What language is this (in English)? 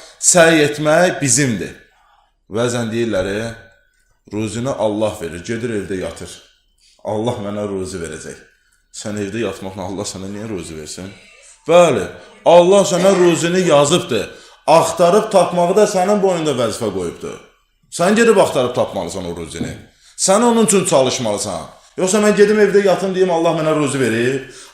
Azerbaijani